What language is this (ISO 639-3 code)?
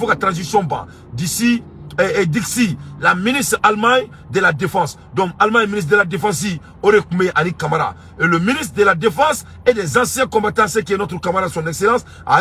bam